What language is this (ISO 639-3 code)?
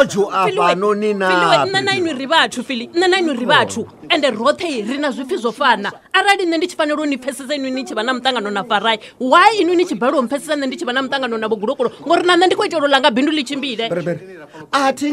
ven